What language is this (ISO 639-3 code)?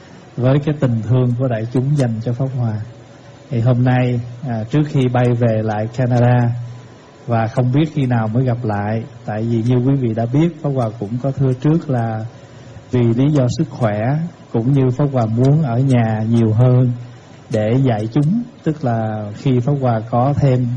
vie